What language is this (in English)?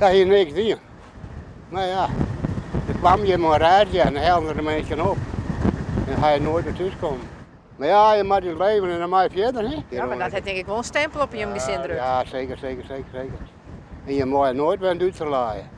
Western Frisian